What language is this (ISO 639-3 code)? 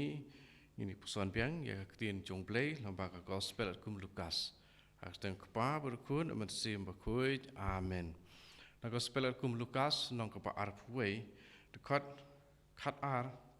kha